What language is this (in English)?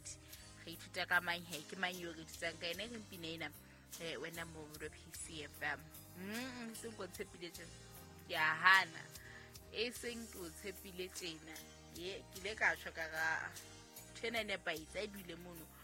Southern Sotho